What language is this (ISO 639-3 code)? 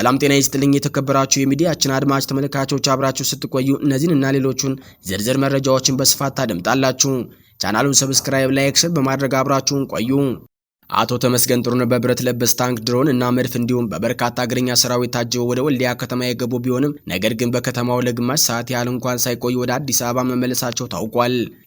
amh